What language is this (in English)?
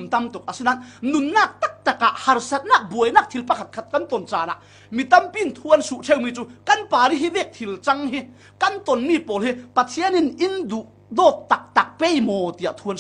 Falam Chin